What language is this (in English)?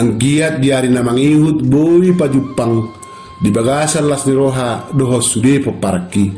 Batak Toba